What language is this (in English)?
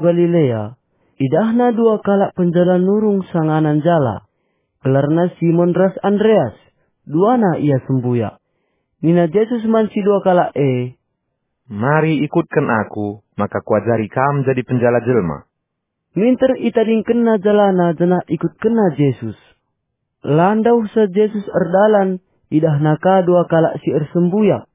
Batak Karo